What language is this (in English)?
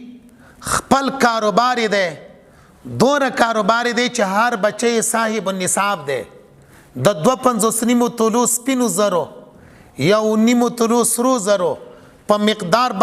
Pashto